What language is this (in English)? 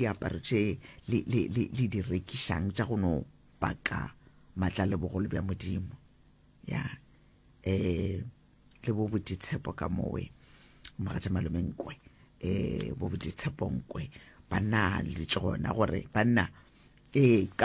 Northern Sotho